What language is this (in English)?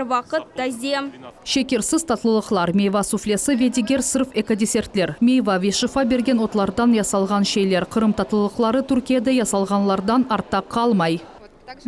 Crimean Tatar